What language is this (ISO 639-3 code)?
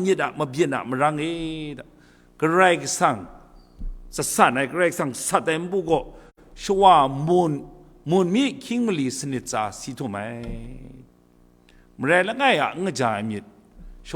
kac